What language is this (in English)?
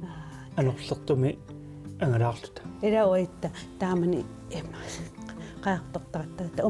Kalaallisut